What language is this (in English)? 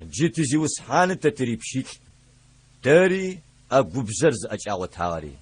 Adyghe